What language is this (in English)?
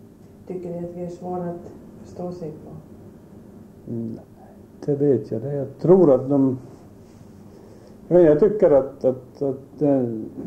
Swedish